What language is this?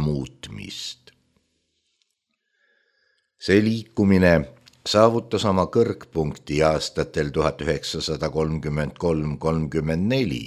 Estonian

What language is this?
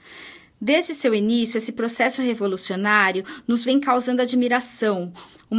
Portuguese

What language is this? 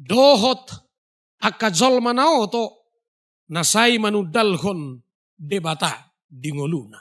Batak Toba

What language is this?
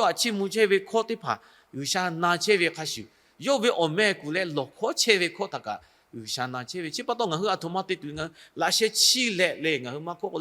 Lahu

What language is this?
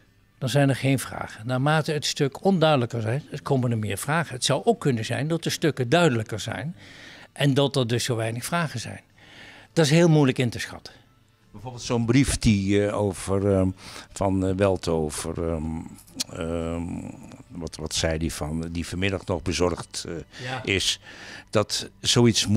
Dutch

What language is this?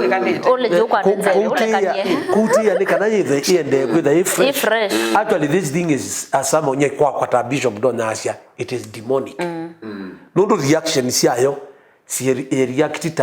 Kamba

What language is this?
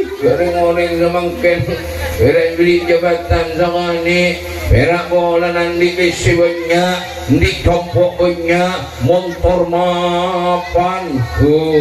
Madurese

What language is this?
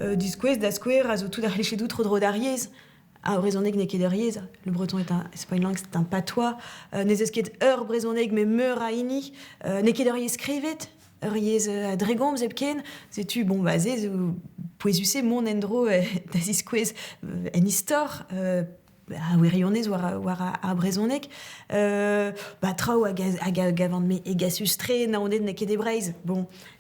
Breton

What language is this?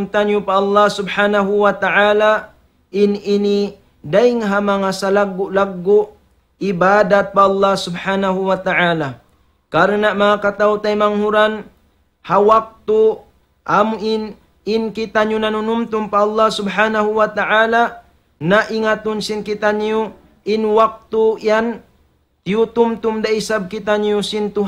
Tausug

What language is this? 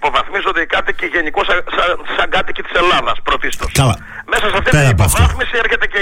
Greek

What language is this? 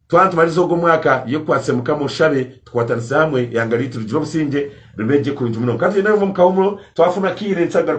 Nyankole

